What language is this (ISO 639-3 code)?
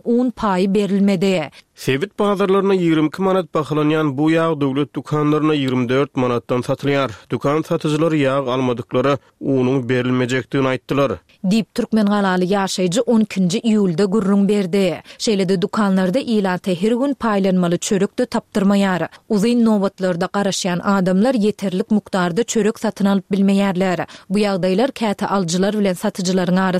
tuk